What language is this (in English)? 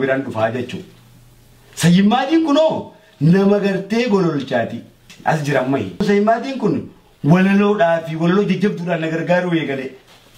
Oromo